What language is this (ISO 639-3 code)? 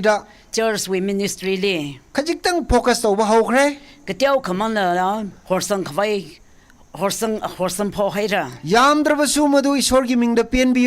nmf